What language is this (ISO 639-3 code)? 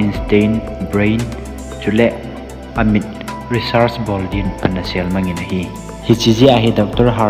tcz